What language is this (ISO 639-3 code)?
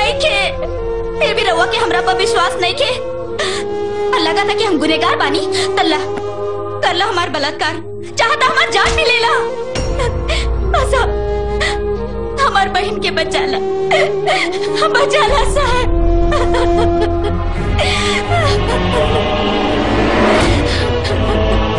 bho